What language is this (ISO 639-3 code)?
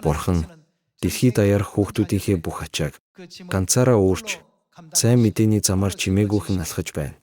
mon